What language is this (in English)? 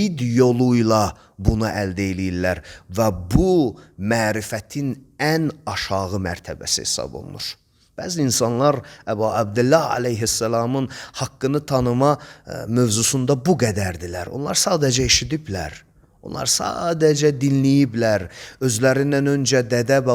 Azerbaijani